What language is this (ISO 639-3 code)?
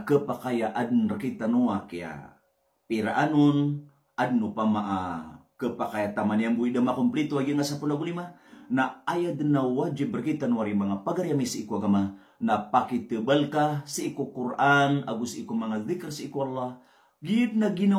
mrw